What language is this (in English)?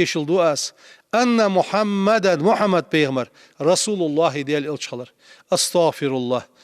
Ingush